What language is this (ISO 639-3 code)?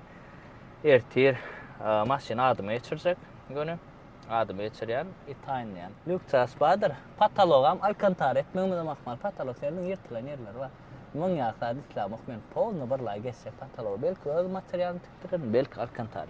tuk